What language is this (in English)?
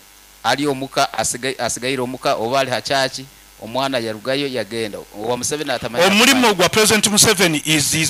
Nyankole